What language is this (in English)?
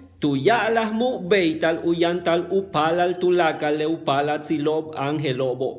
Yucateco